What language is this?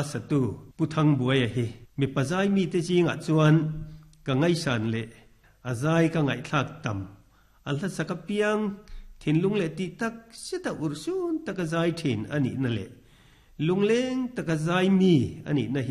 Mizo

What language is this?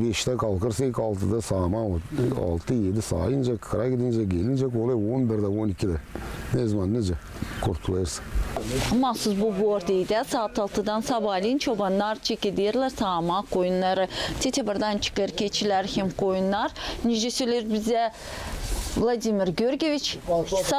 Gagauz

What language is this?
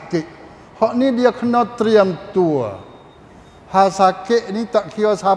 Malay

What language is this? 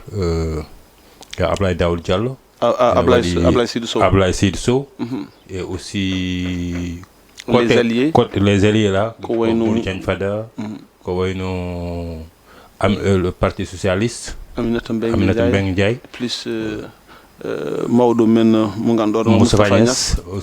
Fula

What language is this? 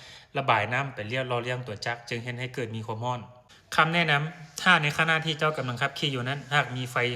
Lao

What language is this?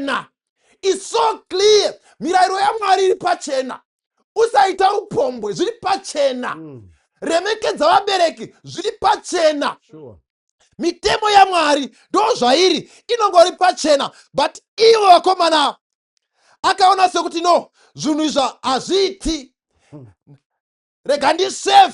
Shona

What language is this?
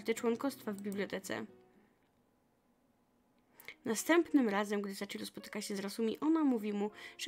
Polish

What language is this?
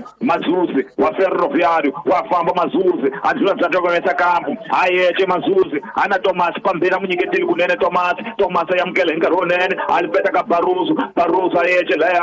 Tsonga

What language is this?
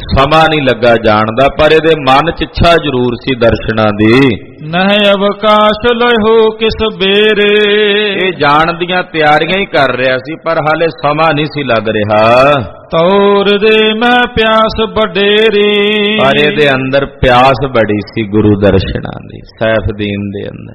Punjabi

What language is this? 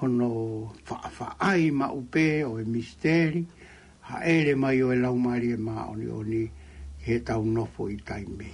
Tongan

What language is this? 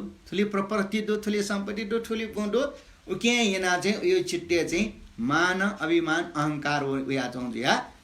Newari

